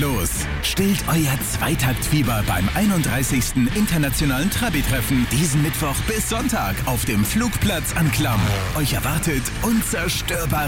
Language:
German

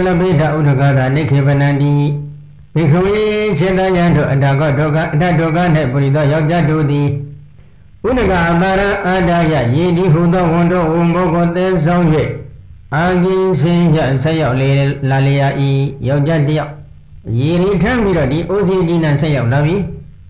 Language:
Burmese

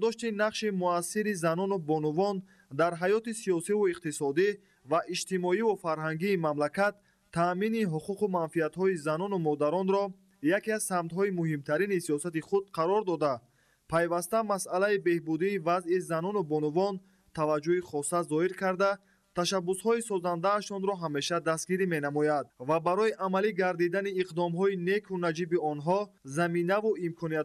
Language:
Tajik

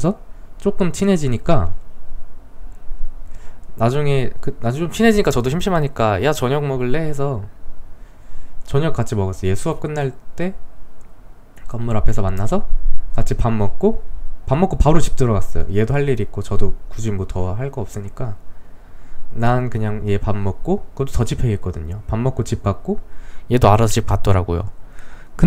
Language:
Korean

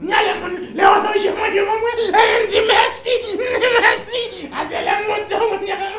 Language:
Haitian Creole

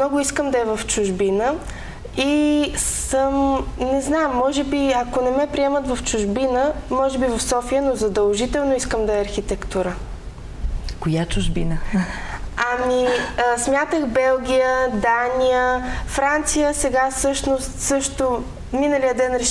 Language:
Bulgarian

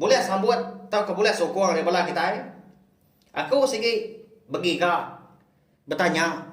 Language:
Iban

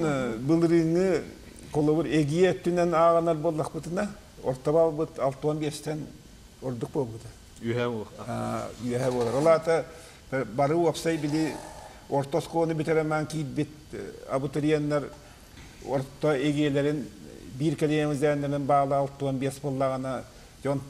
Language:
Yakut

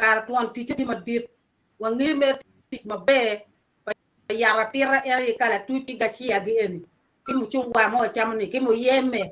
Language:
Acoli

